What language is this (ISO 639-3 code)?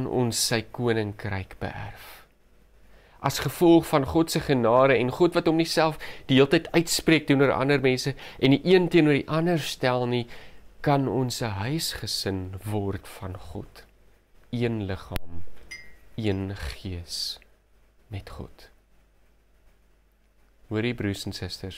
afr